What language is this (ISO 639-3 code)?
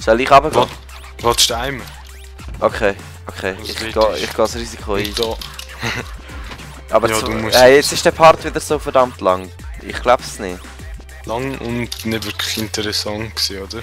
gsw